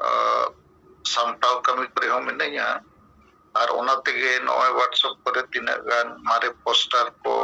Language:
Santali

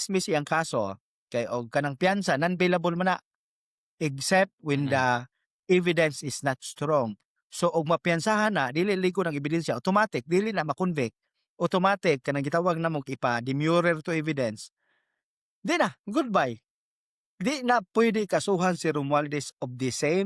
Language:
Cebuano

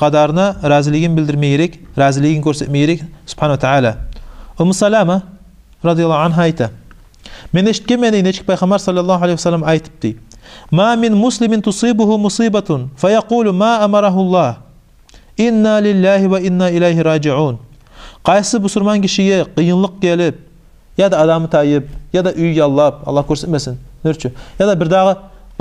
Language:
Kumyk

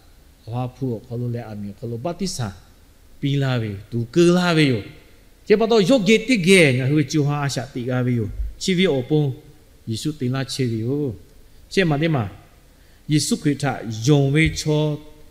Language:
Lahu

